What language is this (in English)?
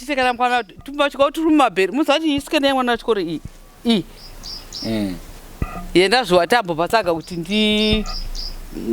Shona